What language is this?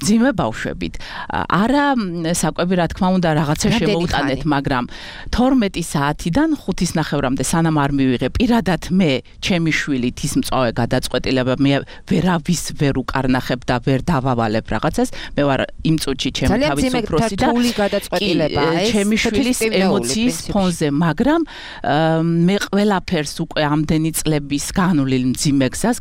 Georgian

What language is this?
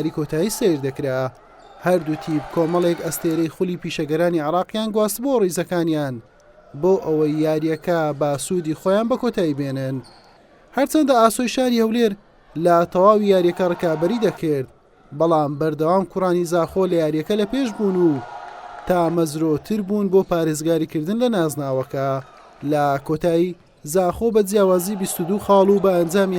Central Kurdish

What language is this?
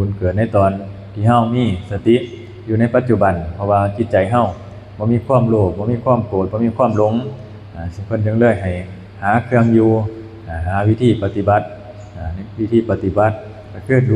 Northeastern Thai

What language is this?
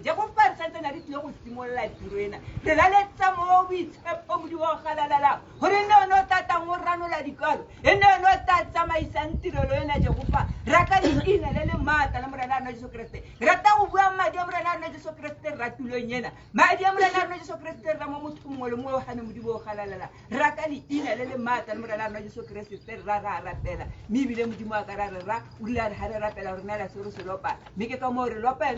Tswana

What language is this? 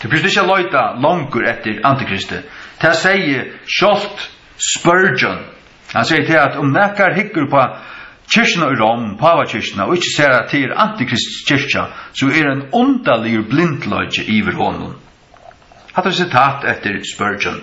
Faroese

